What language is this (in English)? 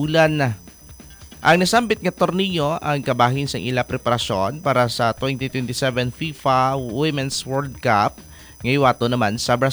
Hiligaynon